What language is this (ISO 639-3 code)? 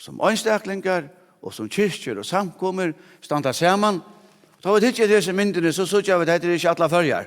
fao